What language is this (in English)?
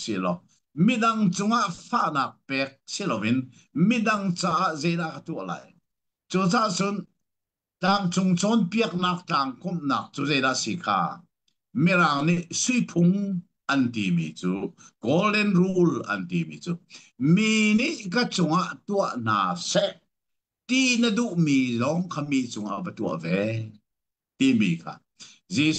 Hakha Chin